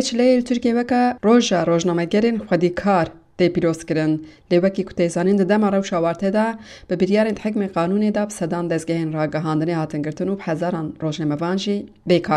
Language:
Kurdish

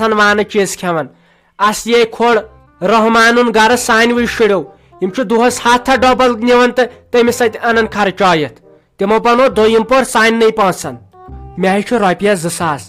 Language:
Kashmiri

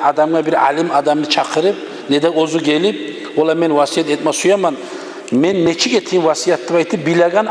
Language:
Kumyk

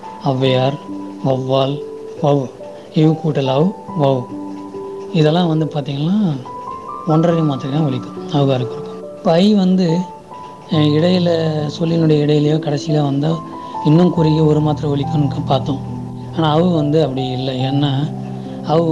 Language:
Tamil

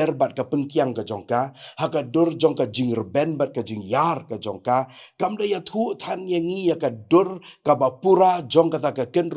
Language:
Khasi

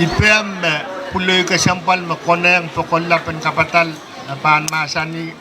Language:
Pohnpeian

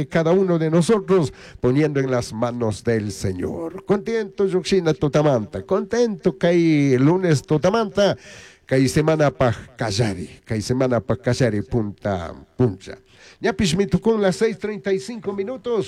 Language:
Chimborazo Highland Quichua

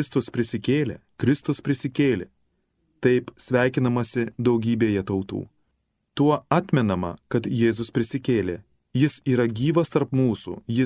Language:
Lithuanian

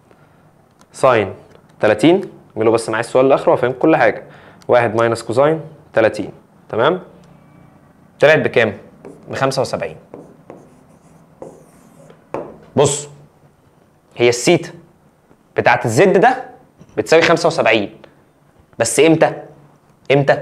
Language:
Egyptian Arabic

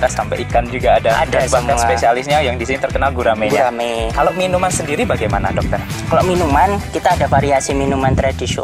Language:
Indonesian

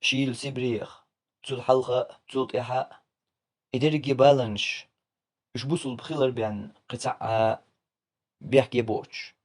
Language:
Chechen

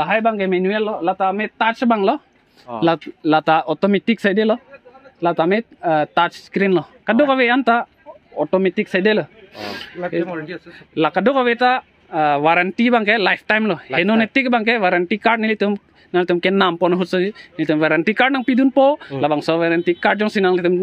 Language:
Karbi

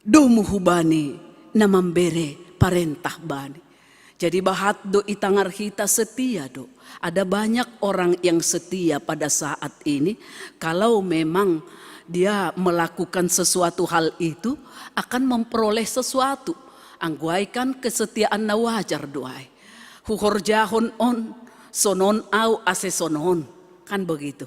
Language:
Batak Simalungun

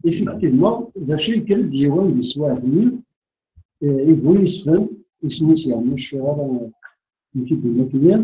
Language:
Kabyle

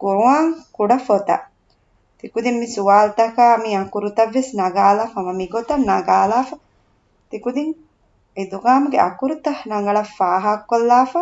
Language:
Divehi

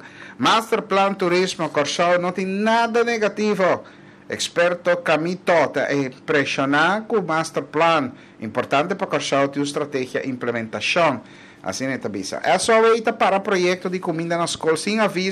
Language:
Papiamento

